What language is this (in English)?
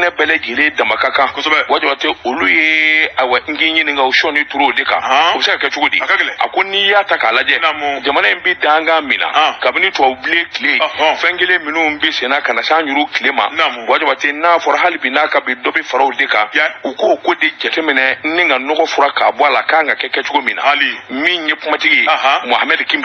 Bambara